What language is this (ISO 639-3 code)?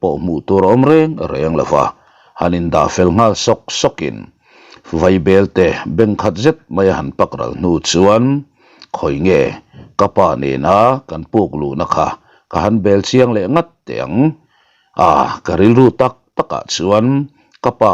lus